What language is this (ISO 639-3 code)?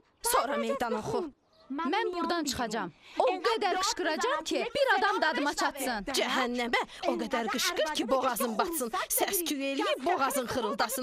aze